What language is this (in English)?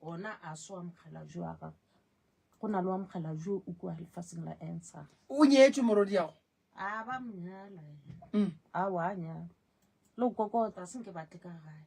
Northern Sotho